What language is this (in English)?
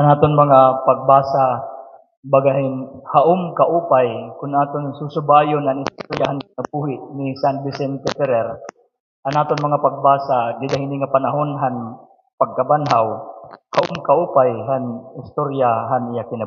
Waray